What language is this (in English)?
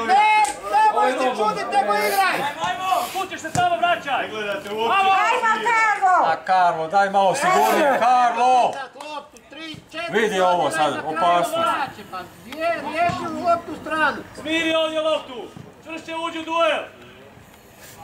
Croatian